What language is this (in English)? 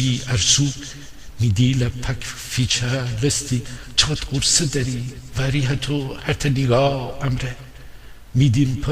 Gilaki